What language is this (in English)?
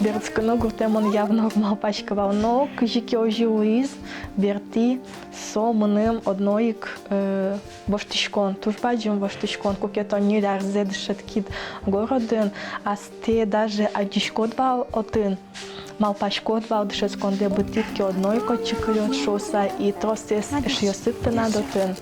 Udmurt